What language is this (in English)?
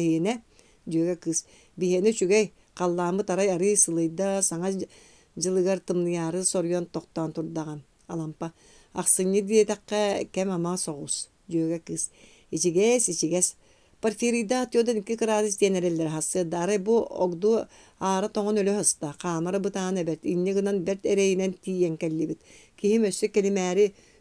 Yakut